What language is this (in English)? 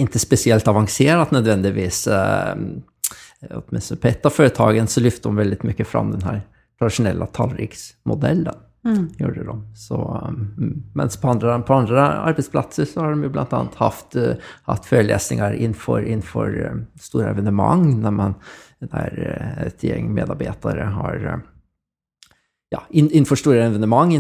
Swedish